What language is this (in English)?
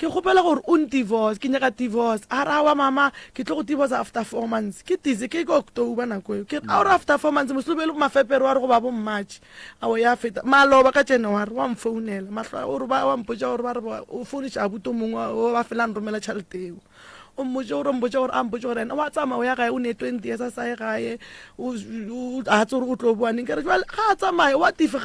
Northern Sotho